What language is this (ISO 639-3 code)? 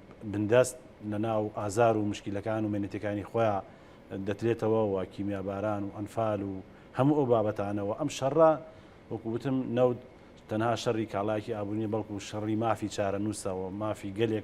ckb